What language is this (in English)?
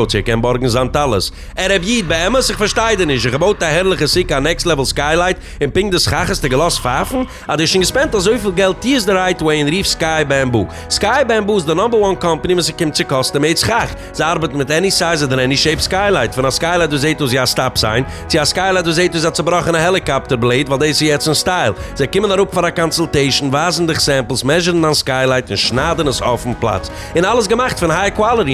Yiddish